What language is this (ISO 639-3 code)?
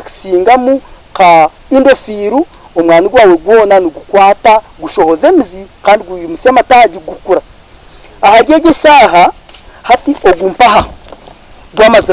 nyn